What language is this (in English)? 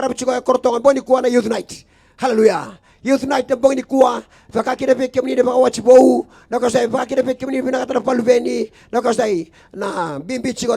Fijian